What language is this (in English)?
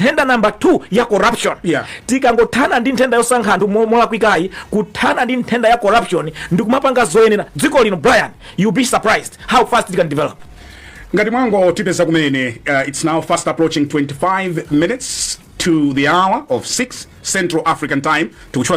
Nyanja